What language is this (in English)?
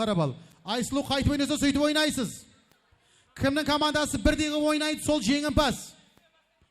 Kara-Kalpak